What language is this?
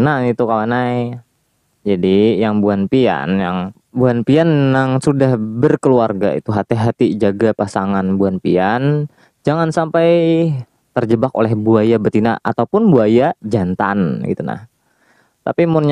Banjar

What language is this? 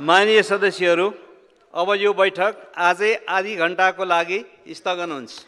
Nepali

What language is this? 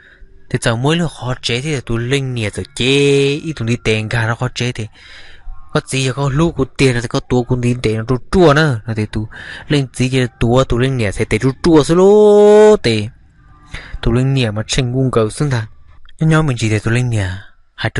Hmong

